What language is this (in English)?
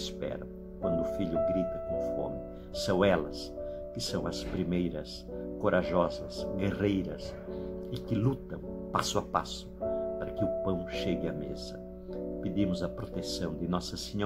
Portuguese